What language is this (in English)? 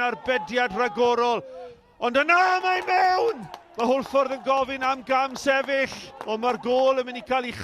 Welsh